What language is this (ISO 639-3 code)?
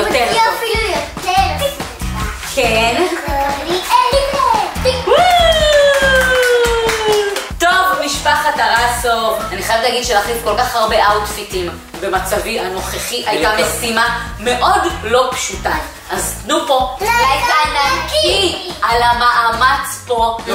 heb